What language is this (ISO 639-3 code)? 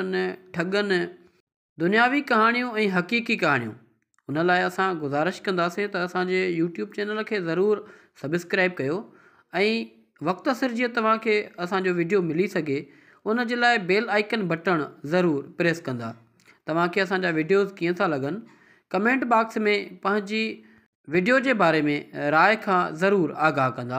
snd